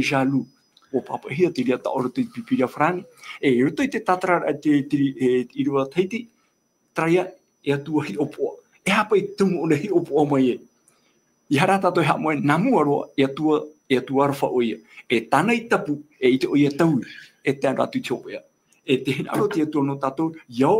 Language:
Tahitian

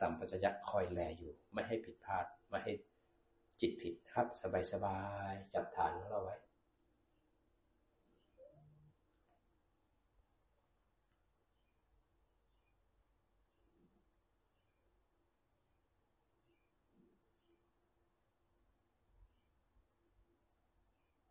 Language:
Thai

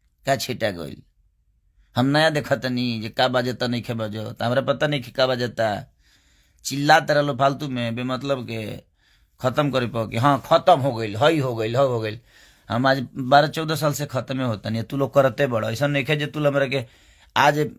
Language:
Bhojpuri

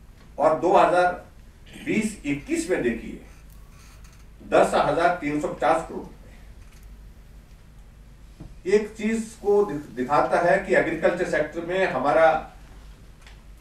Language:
Hindi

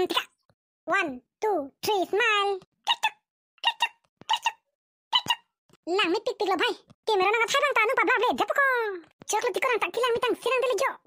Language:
Karbi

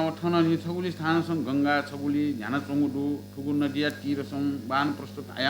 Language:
Newari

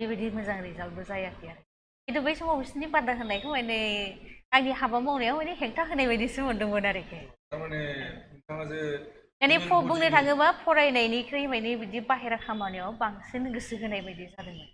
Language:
Bodo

